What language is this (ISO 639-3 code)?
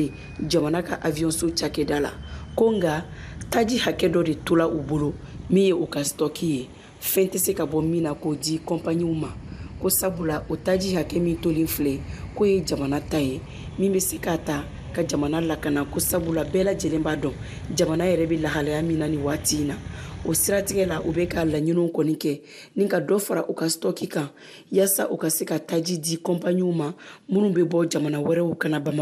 bam